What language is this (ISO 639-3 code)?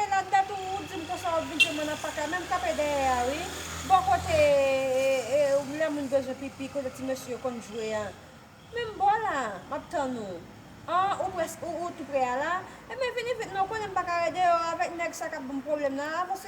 hat